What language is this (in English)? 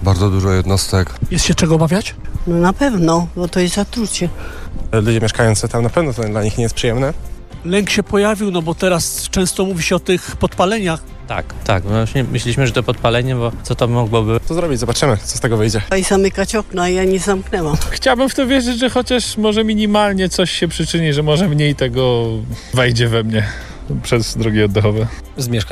Polish